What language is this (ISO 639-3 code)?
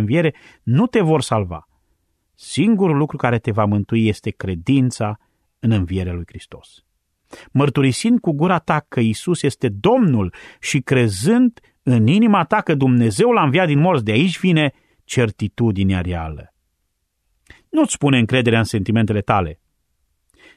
ron